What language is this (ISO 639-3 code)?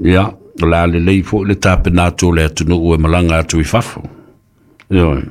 smo